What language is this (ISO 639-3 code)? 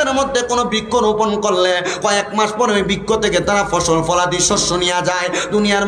ben